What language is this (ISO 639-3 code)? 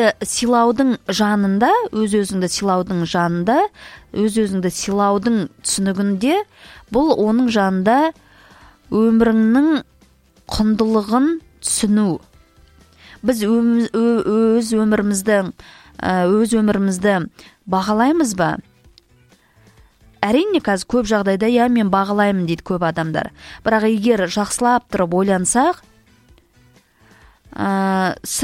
kaz